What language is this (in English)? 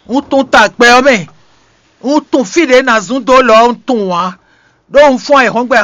Fon